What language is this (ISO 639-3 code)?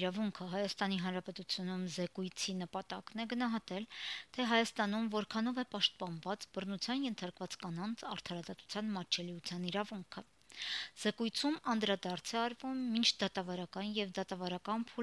hye